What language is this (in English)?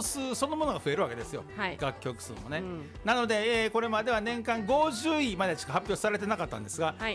Japanese